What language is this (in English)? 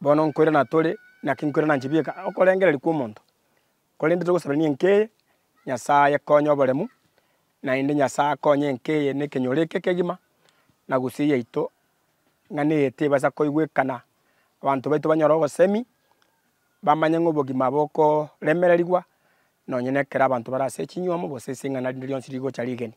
Gusii